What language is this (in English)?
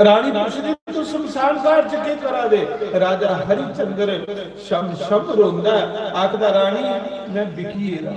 Dogri